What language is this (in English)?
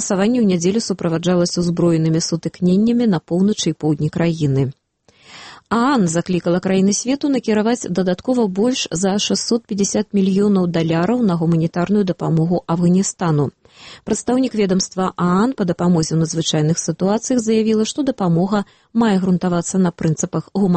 Belarusian